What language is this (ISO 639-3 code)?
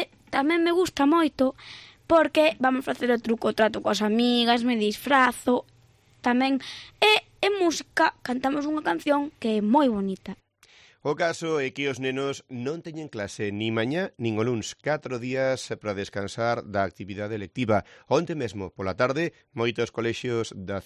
glg